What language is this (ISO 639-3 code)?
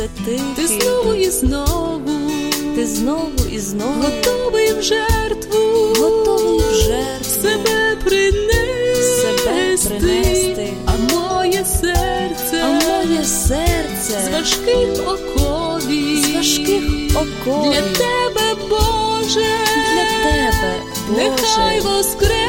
ukr